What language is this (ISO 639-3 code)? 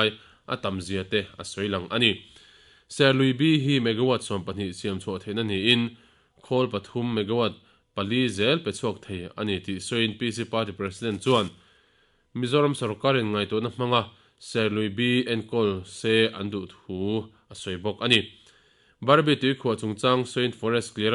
lus